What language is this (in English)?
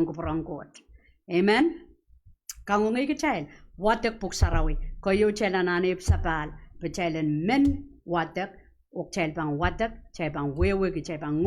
Pohnpeian